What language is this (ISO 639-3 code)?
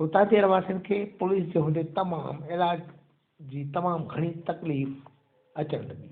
snd